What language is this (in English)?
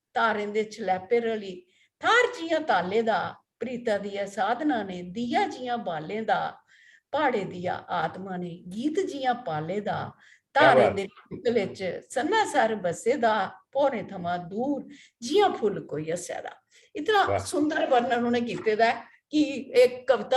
Dogri